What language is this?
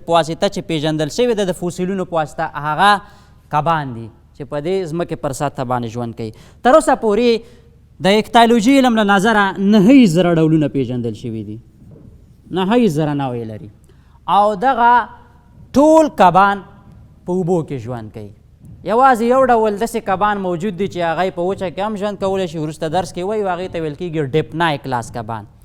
Pashto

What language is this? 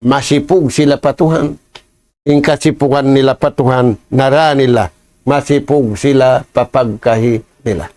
Tausug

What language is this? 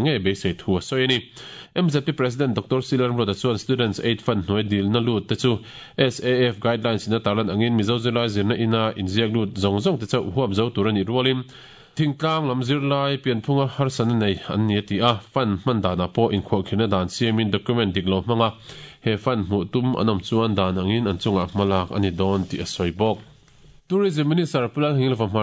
Mizo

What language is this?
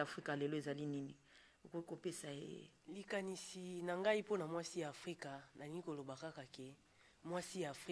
Lingala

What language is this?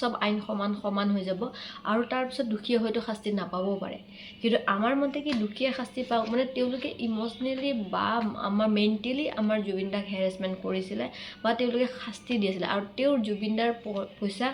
Assamese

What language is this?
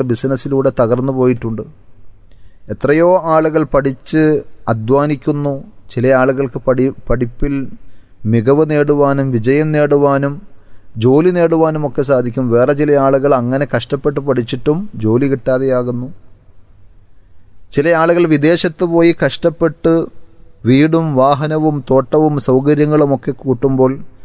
Malayalam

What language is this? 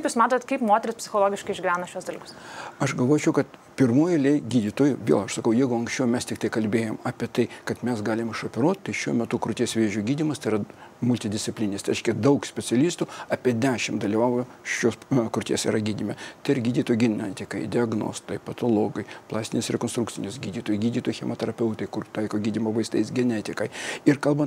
Lithuanian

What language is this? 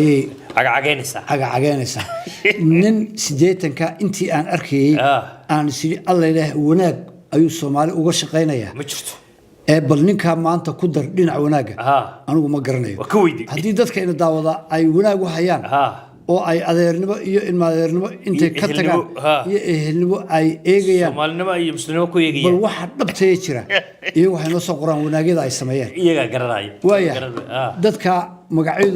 Somali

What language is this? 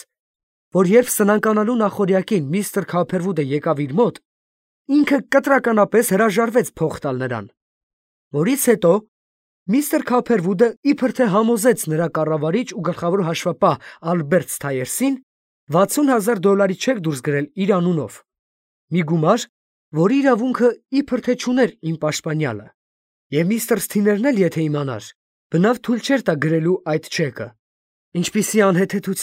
Armenian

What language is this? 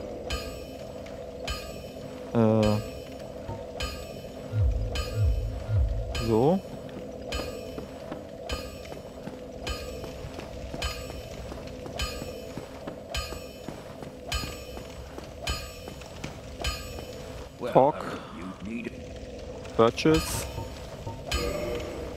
German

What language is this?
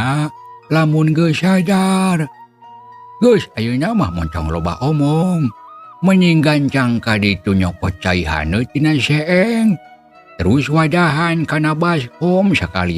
Sundanese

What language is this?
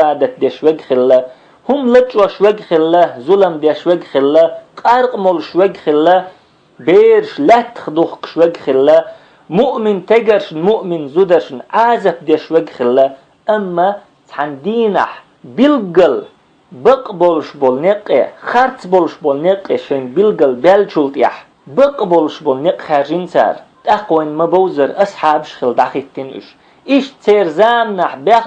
Chechen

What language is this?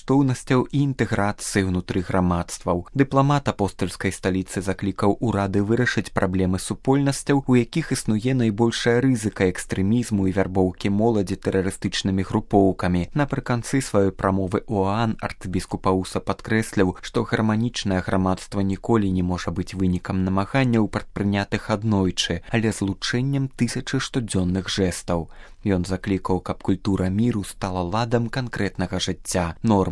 Belarusian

